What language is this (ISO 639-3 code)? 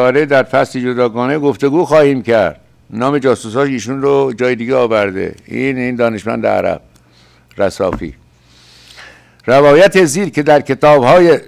fas